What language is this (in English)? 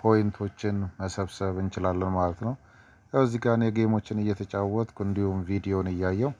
Amharic